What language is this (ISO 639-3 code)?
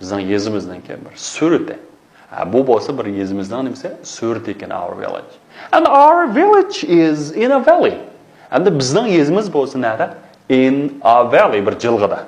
uig